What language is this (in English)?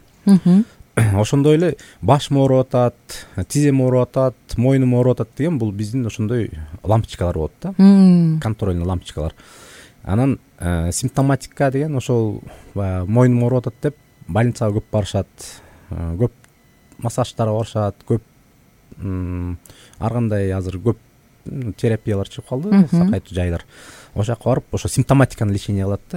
Kyrgyz